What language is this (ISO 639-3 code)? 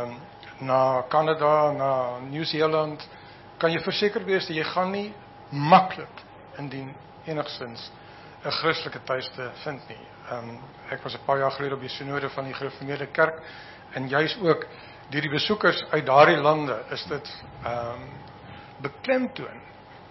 afr